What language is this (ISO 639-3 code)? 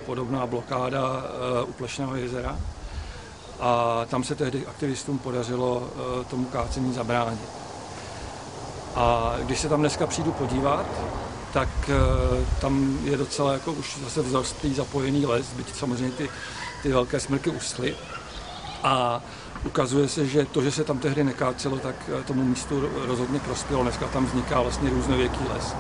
ces